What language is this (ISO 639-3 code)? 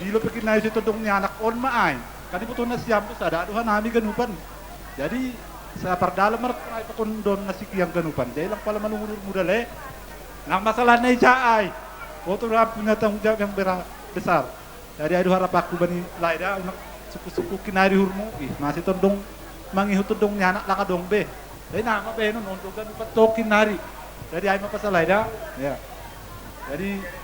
bts